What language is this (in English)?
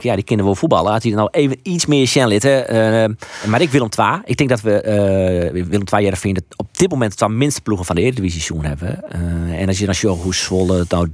Western Frisian